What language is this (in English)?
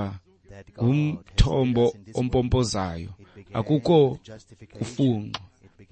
Xhosa